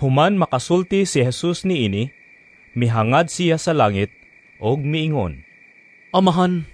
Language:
Cebuano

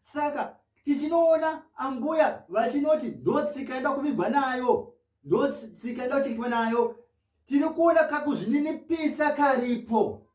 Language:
Shona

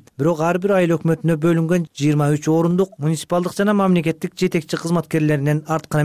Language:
Kyrgyz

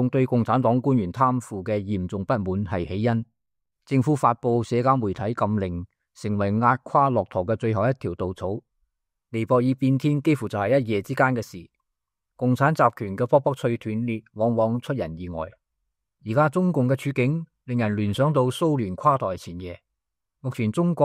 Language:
Cantonese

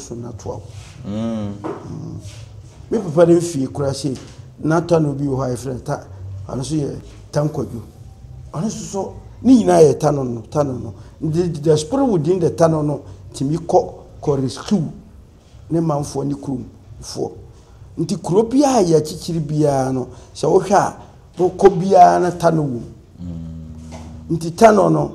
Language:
Akan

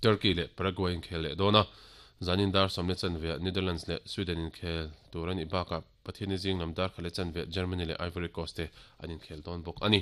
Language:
Mizo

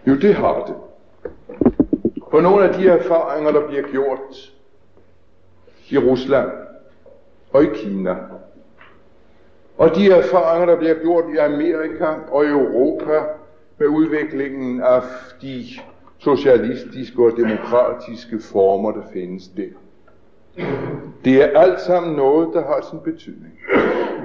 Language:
Danish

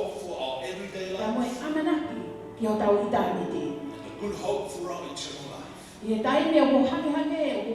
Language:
Tongan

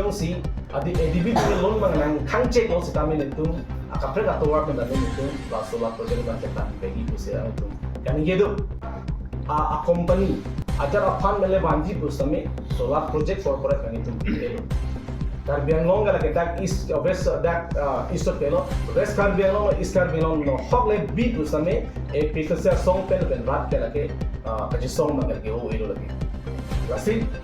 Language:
Karbi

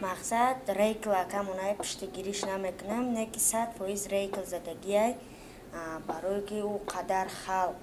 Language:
Tajik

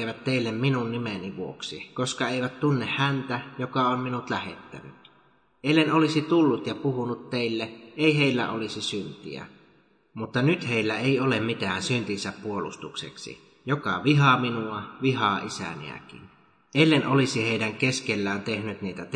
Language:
Finnish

